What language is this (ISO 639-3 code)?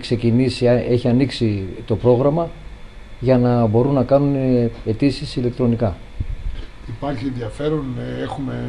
ell